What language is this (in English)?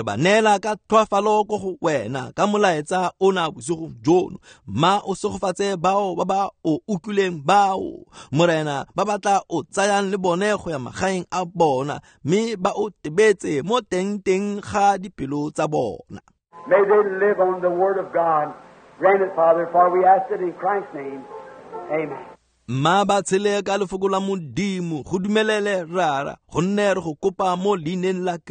Tswana